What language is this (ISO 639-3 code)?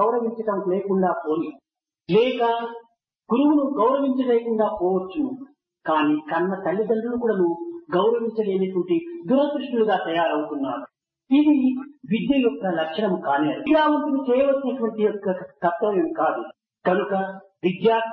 tel